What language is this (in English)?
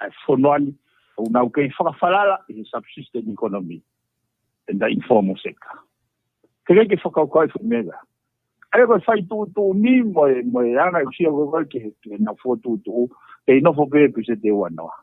Tongan